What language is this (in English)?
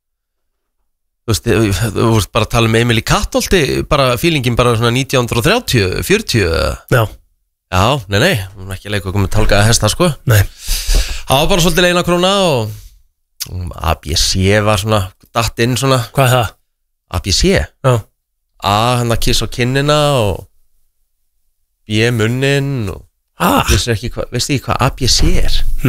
Icelandic